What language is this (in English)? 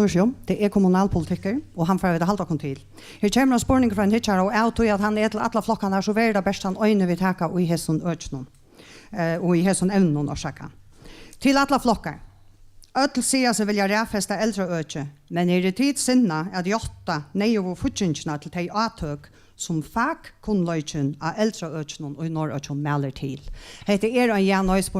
Faroese